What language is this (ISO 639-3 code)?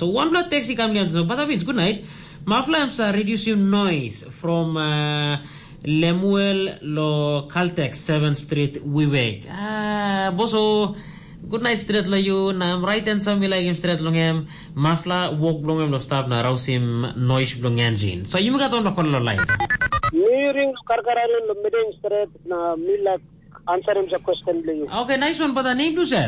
tpi